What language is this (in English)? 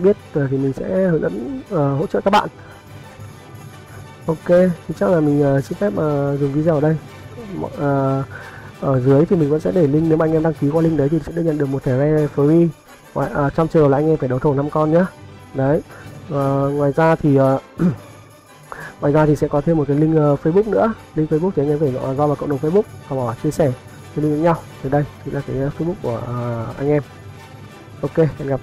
Vietnamese